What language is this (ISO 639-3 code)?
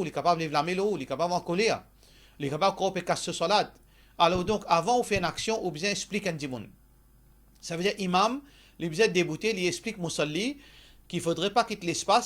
mfe